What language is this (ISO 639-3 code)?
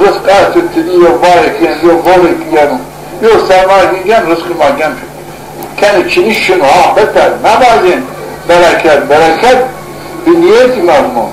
zza